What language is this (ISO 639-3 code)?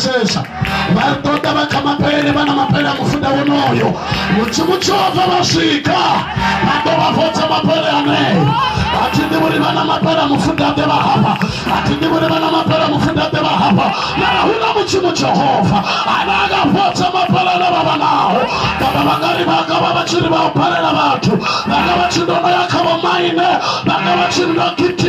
ven